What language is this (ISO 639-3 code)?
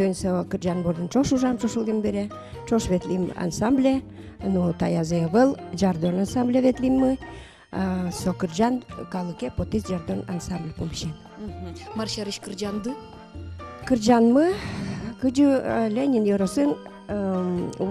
udm